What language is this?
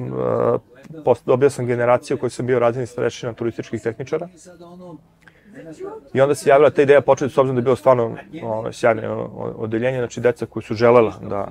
Serbian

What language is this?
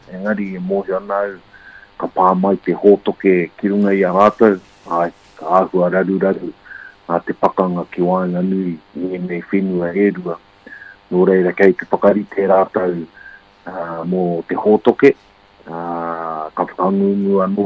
Māori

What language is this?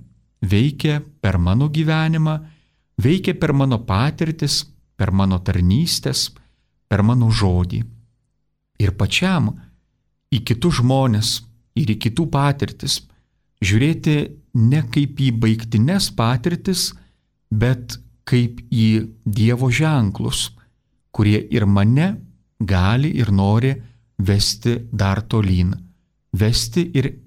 Lithuanian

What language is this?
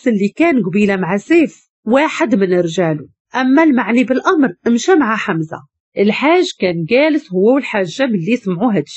Moroccan Arabic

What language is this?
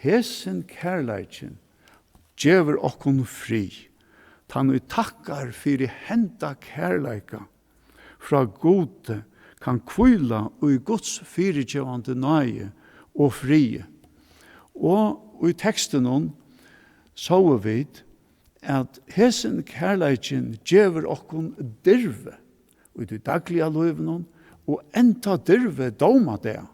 Faroese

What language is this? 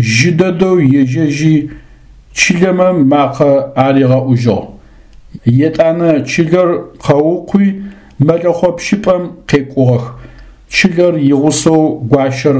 Adyghe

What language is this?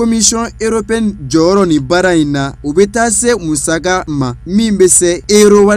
Bambara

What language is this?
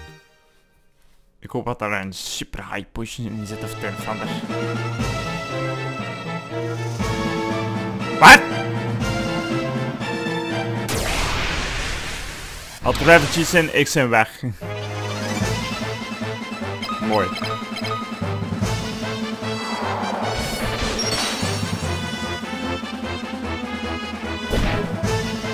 Dutch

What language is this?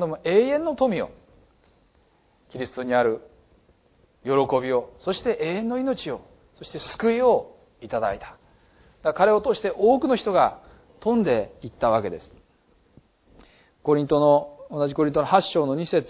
Japanese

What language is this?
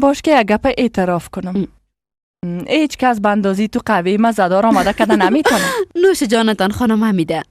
Persian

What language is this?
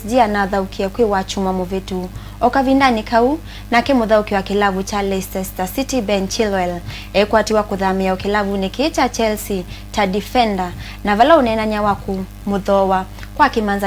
Kamba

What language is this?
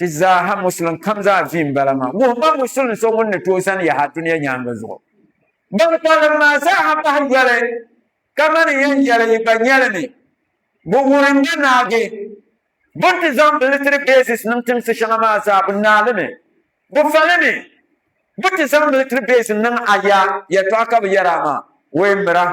Dagbani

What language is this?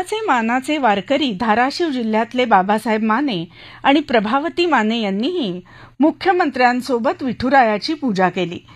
Marathi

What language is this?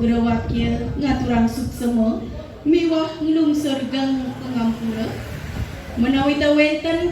Balinese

